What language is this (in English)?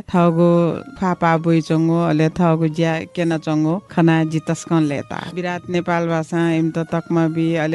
Newari